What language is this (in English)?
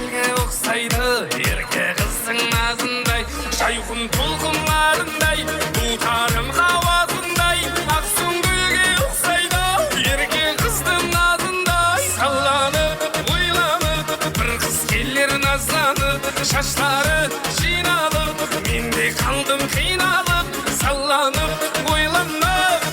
Kara-Kalpak